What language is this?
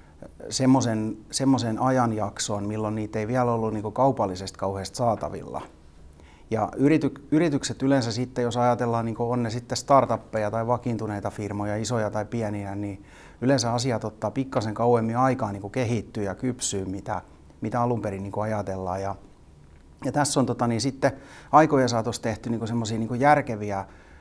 Finnish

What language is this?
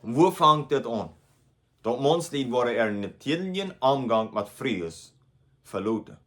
Plautdietsch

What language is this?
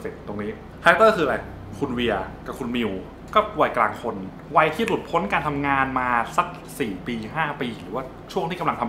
Thai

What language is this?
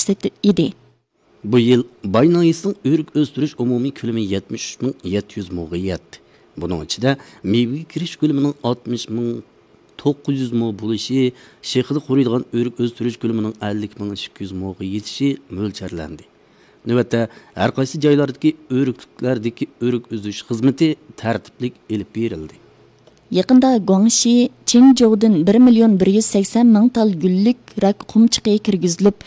Uyghur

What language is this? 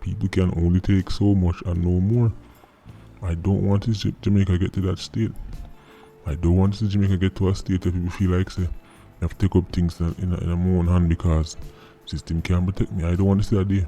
Jamaican Creole English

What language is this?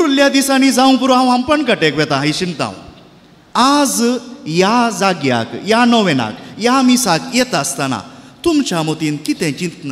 Konkani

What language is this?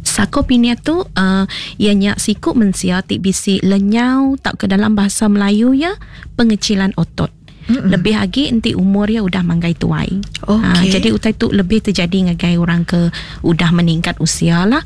Iban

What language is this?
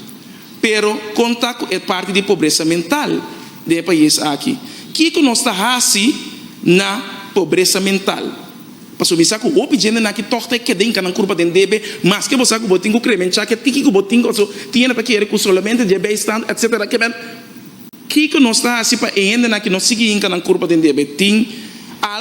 Papiamento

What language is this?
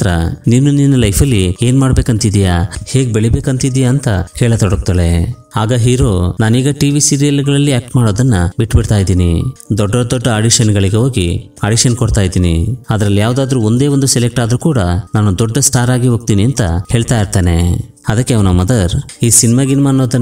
Kannada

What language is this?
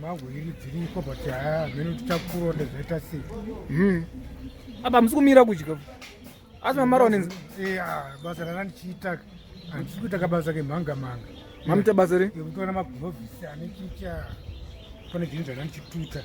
Shona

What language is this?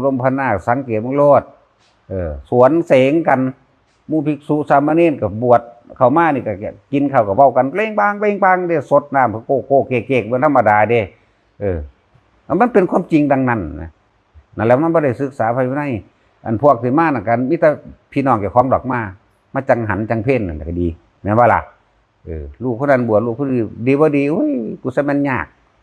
Northeastern Thai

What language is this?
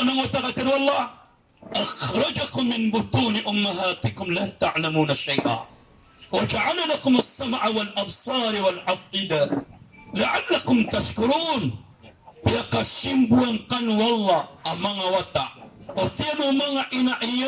Maranao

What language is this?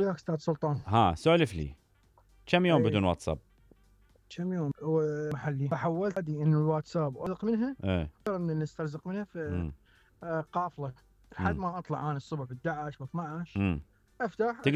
Mesopotamian Arabic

